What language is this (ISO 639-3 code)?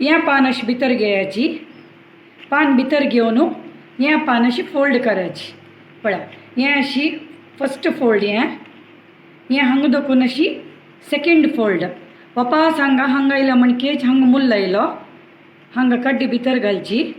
kok